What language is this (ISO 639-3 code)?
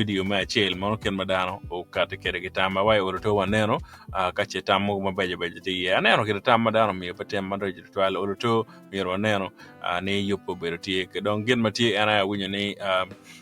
ach